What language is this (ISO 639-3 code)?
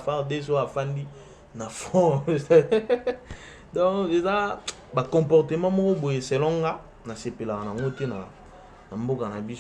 lin